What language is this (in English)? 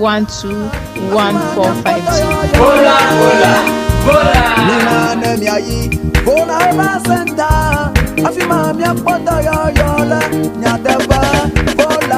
Ewe